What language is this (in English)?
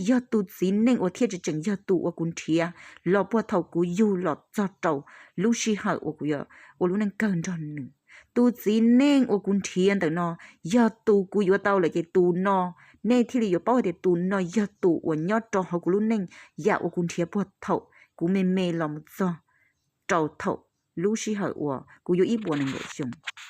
Hmong